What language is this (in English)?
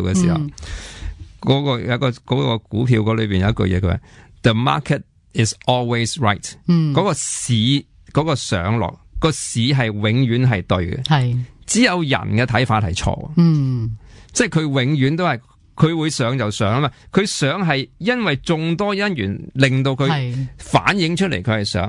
Cantonese